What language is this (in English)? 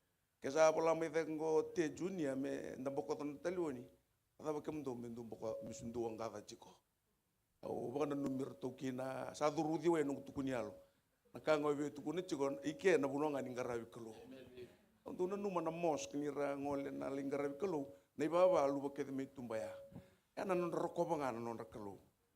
Fijian